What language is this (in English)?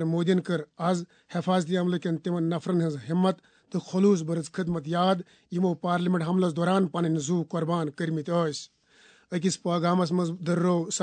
Kashmiri